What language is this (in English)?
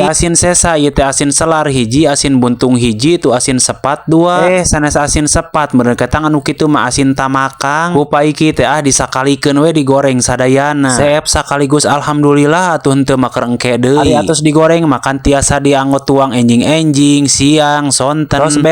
Sundanese